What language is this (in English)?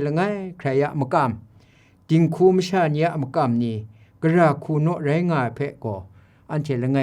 Kachin